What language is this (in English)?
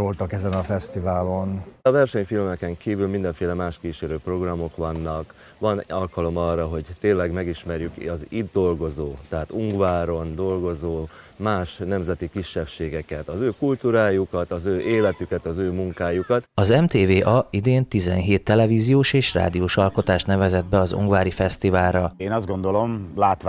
Hungarian